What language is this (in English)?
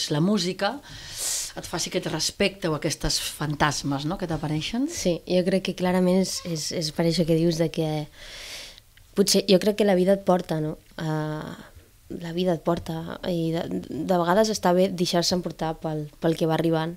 Catalan